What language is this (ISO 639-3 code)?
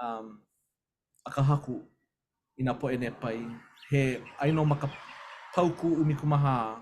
haw